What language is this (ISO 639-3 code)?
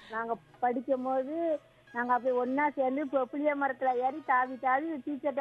tam